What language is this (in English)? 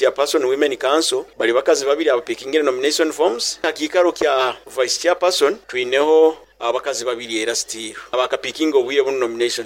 Nyoro